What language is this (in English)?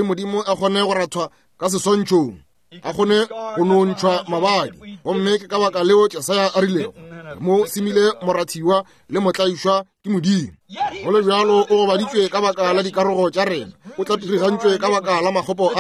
Northern Sotho